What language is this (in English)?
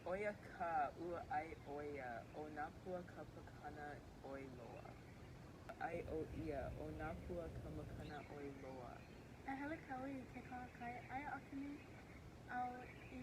Hawaiian